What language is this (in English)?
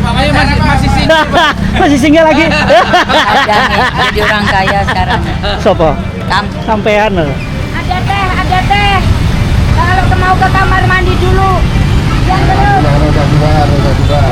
Banjar